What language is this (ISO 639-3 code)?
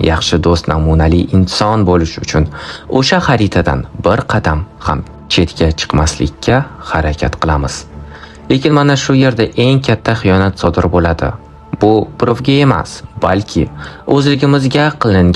uzb